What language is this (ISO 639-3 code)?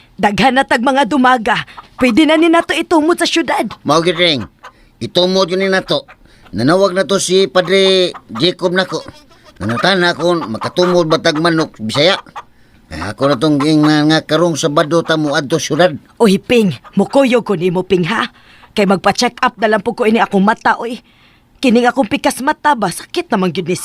ceb